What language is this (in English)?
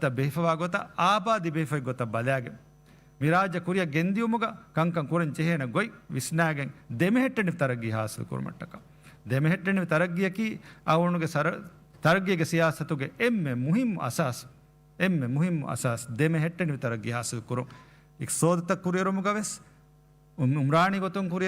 Divehi